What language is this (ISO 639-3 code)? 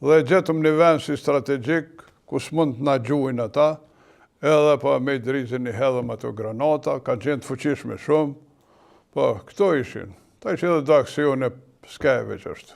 sqi